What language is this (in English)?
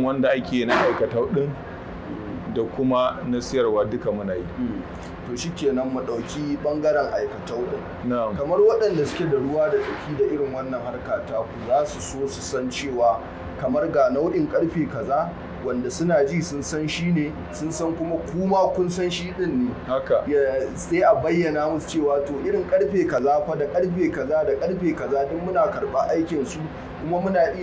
Hausa